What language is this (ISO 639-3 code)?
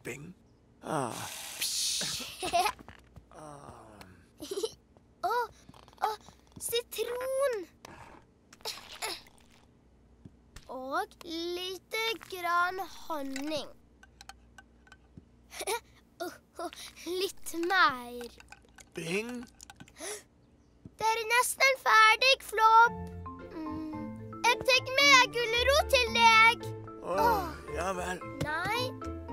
nor